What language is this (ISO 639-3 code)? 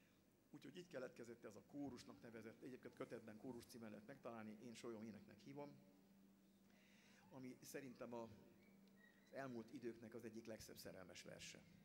hun